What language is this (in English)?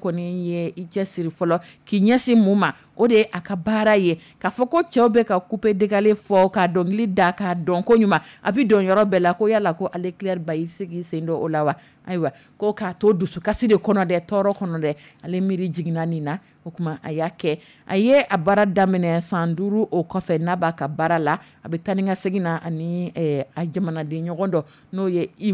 Dyula